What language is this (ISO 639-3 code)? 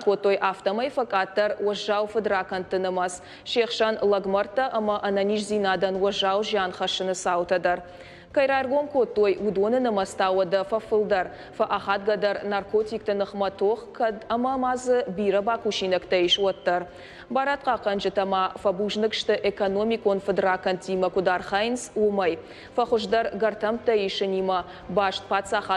oss